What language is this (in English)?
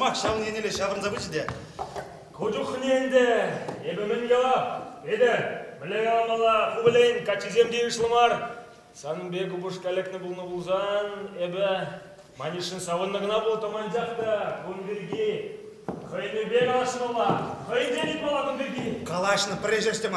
Chuvash